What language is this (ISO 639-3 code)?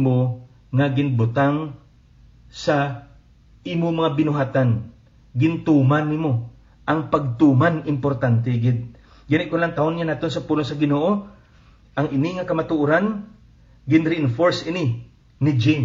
hil